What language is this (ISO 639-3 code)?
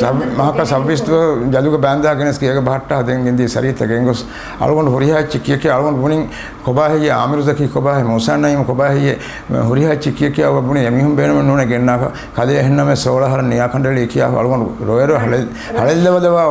div